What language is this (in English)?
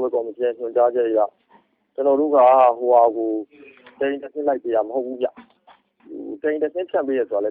Burmese